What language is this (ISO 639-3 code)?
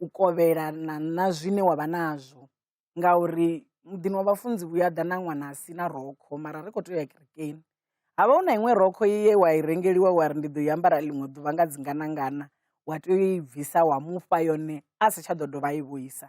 ven